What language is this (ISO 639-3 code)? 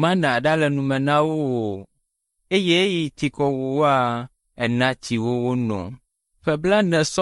ewe